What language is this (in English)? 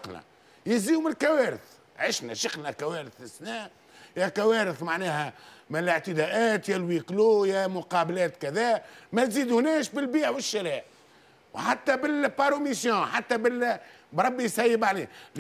Tunisian Arabic